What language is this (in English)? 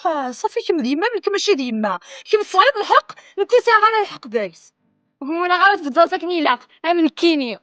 Kabyle